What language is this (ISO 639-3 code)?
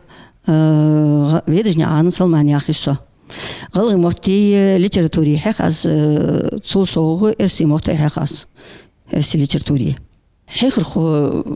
inh